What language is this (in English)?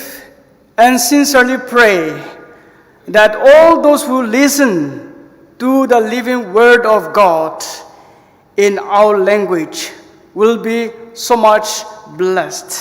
Ao Naga